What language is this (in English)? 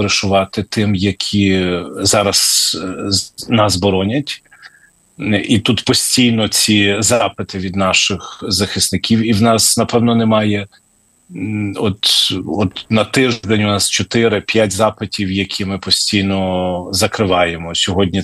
Ukrainian